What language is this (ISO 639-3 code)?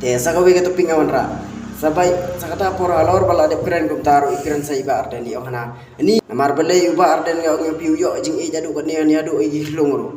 kha